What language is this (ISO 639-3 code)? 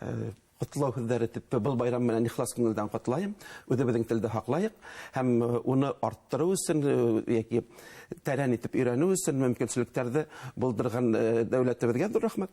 bak